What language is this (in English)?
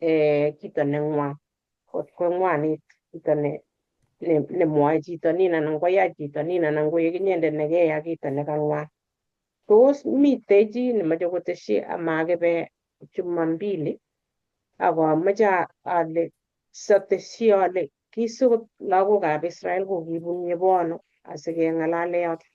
Kalenjin